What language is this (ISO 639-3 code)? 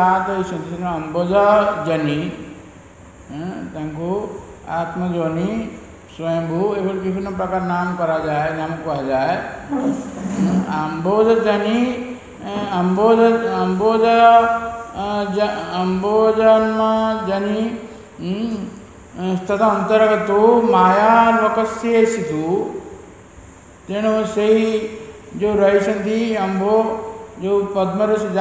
ori